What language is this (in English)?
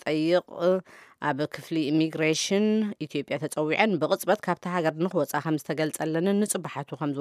Tigrinya